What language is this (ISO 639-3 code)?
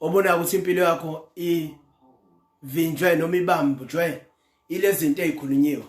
zul